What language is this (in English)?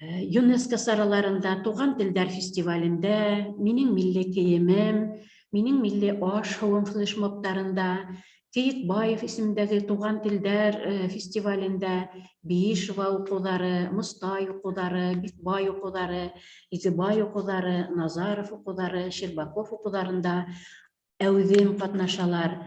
Bashkir